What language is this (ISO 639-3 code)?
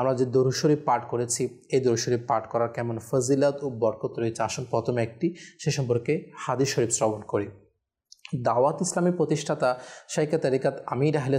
ben